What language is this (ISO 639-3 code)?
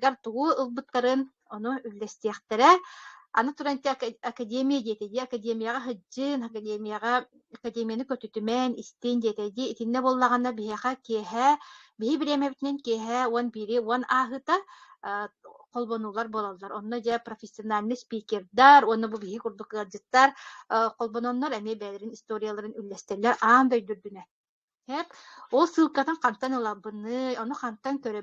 sah